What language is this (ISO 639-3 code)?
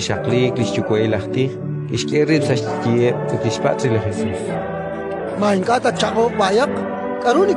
kek